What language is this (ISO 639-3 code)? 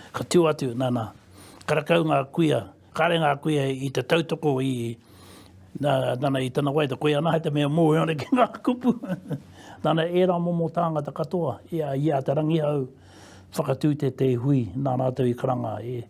mri